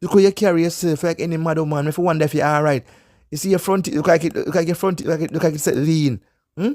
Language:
Jamaican Creole English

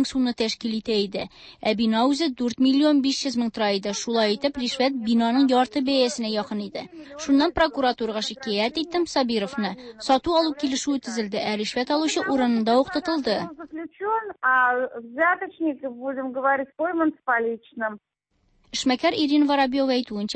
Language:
Tatar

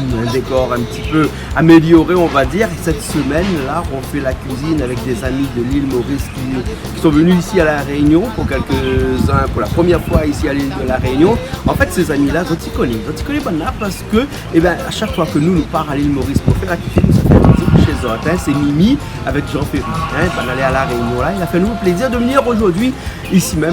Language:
Réunion Creole French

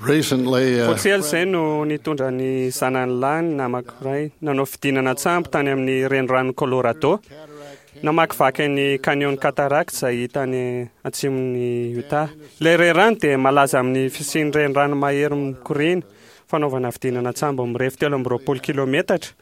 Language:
Malagasy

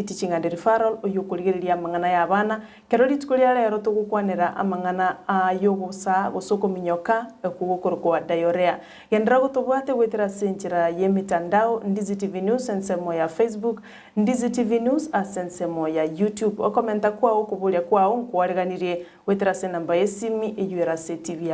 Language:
Gusii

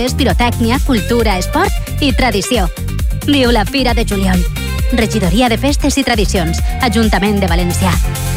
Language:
Catalan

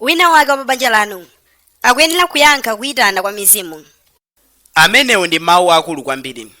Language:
Nyanja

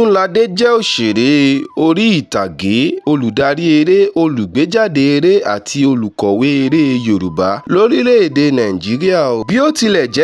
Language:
Yoruba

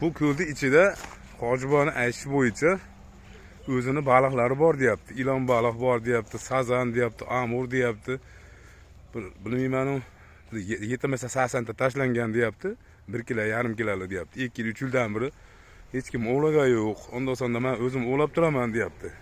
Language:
Uzbek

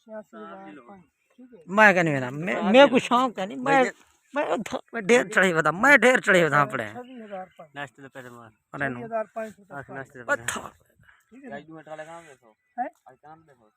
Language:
Saraiki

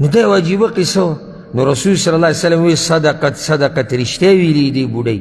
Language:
Pashto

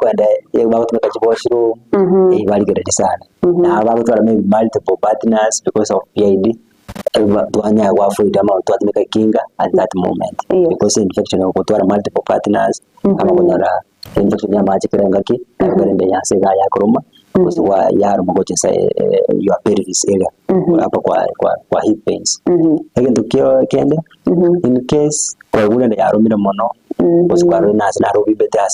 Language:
Gusii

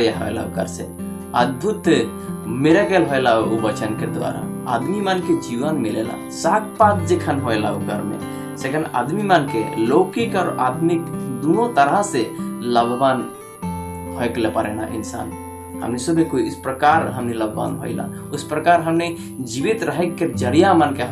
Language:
Sadri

